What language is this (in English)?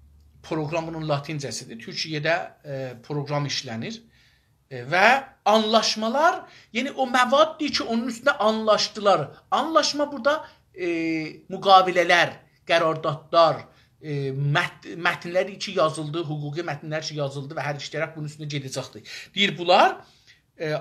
South Azerbaijani